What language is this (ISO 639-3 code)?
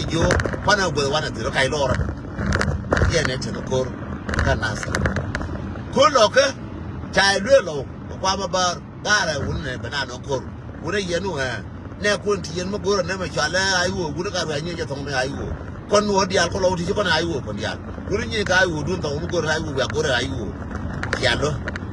nus